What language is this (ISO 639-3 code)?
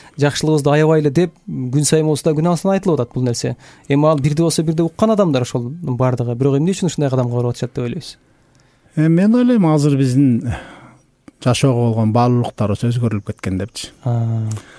kir